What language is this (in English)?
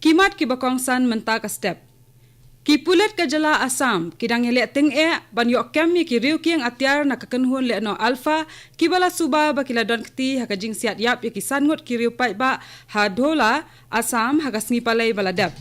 Khasi